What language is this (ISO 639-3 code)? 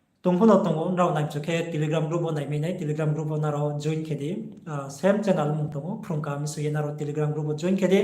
ria